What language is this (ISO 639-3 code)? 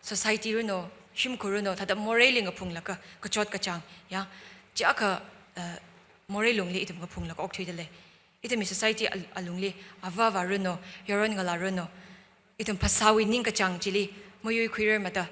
nmf